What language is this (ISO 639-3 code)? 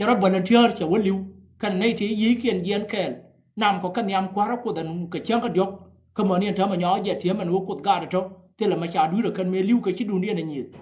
nus